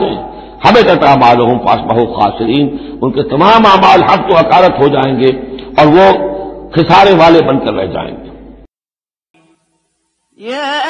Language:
Urdu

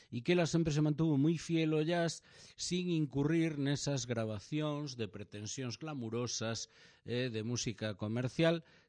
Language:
Galician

